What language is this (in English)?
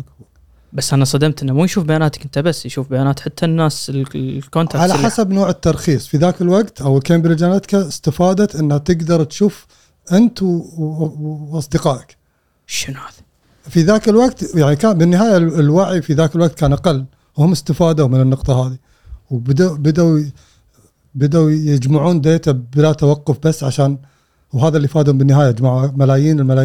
Gulf Arabic